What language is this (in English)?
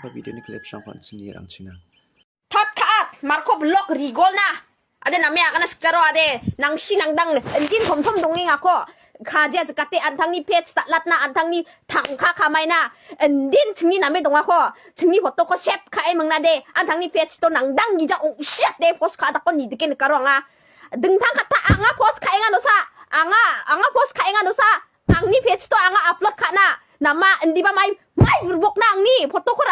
Garo